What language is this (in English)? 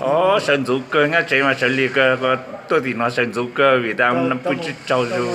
Hmong